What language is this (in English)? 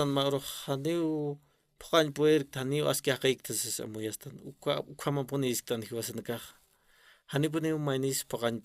Aymara